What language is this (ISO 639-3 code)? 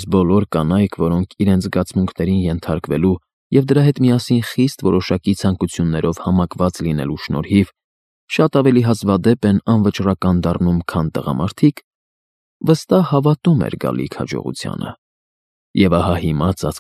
hye